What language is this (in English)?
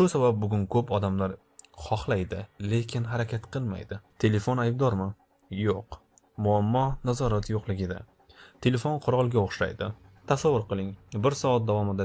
Uzbek